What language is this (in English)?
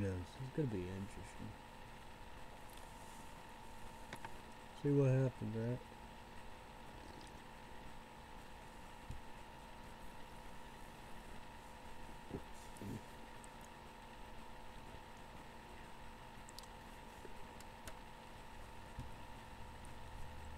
English